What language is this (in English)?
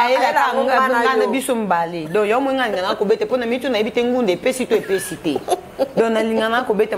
Lingala